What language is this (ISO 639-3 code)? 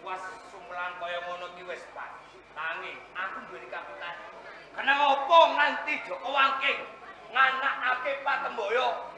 jav